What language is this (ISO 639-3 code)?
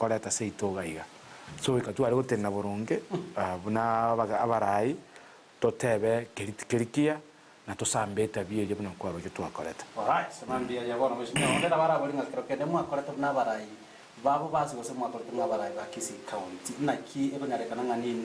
guz